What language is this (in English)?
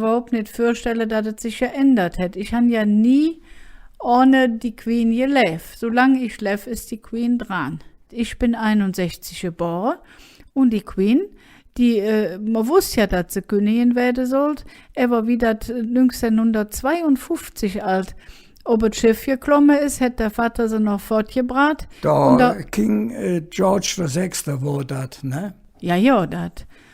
Colognian